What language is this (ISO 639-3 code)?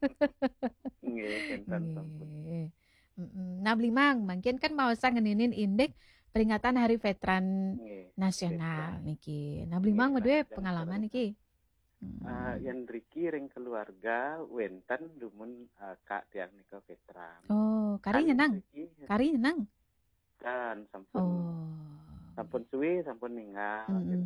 ban